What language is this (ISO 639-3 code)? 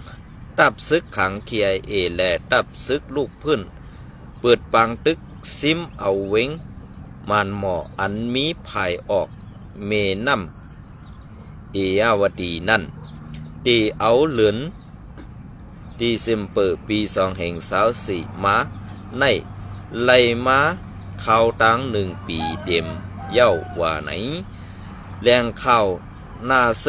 shn